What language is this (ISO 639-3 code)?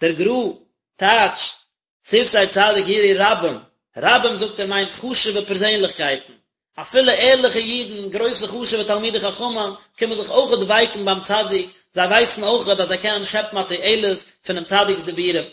yid